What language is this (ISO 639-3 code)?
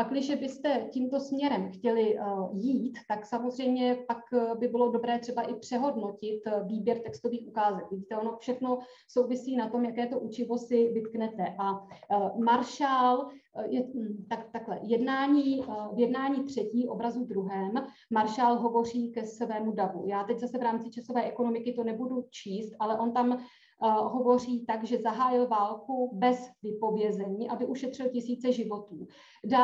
ces